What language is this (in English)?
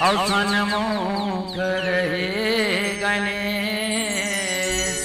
Chhattisgarhi